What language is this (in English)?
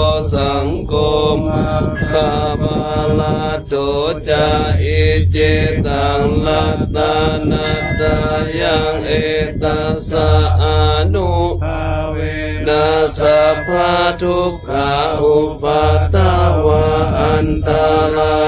Pali